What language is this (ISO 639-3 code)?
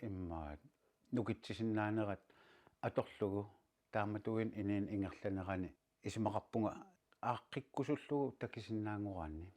kal